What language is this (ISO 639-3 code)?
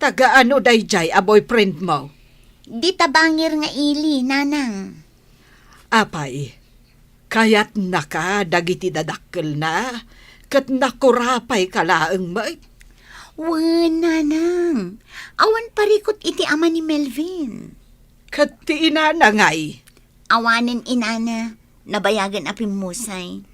ilo